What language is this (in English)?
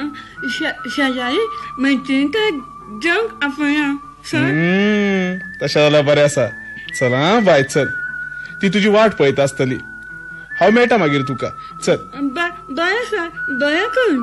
Konkani